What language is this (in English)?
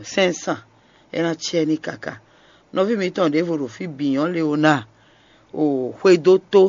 Fon